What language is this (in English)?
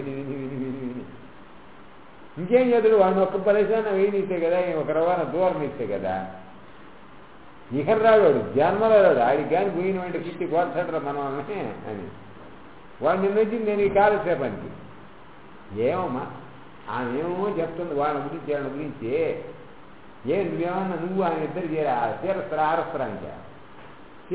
Telugu